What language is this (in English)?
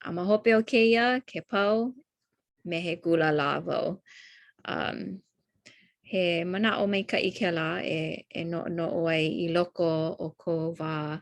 Hawaiian